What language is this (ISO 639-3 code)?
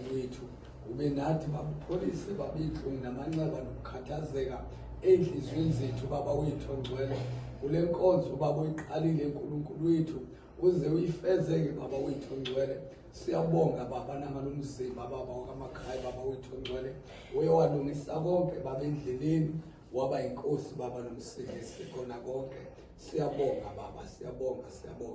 zul